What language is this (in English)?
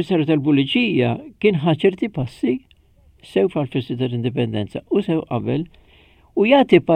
Maltese